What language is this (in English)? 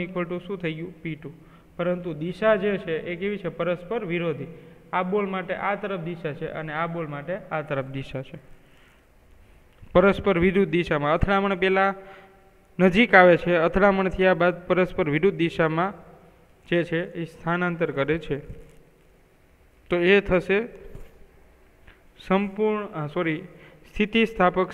Gujarati